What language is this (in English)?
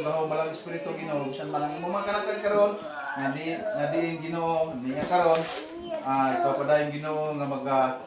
Cebuano